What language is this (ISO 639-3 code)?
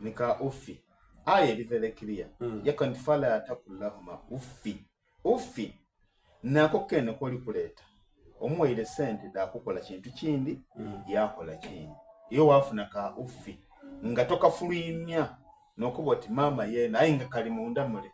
xog